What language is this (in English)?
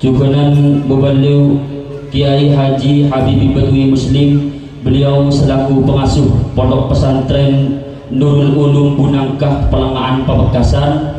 Madurese